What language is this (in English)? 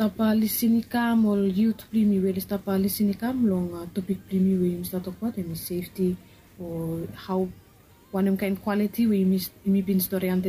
Bislama